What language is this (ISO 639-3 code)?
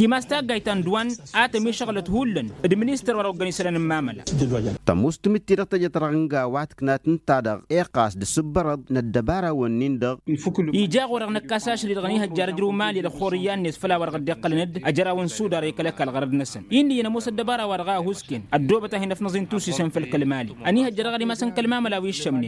taq